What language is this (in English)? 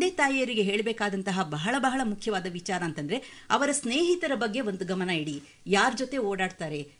Kannada